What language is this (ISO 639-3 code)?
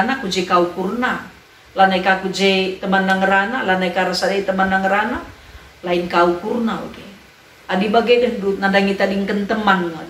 btx